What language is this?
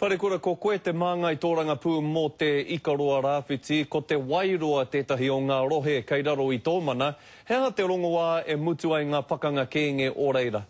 Māori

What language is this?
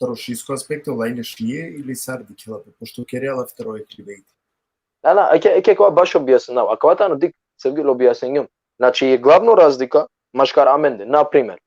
Balkan Romani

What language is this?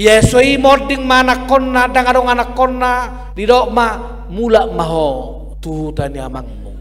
Batak Toba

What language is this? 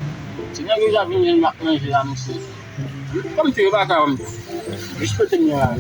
Haitian Creole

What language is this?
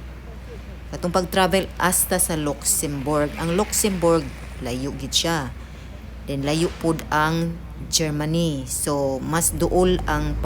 Cebuano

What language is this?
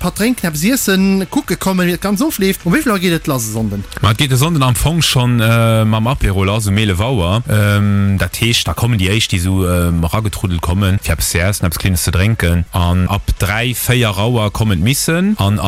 Luxembourgish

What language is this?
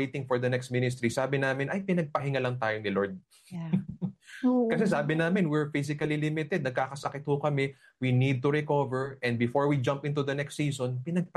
Filipino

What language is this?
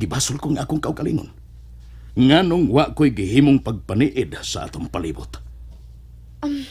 Cebuano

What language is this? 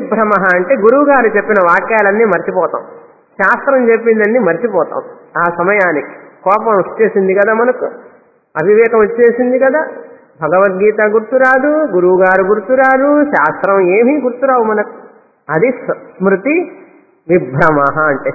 Telugu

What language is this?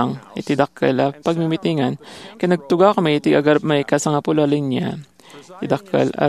Iloko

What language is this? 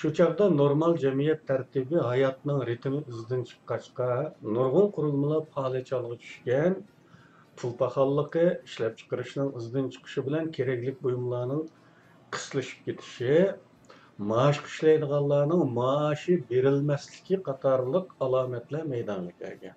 Uyghur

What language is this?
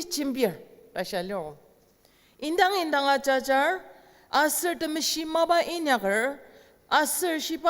Ao Naga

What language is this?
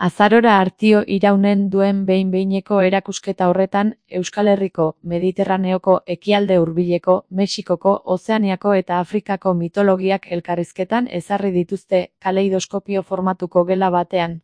Basque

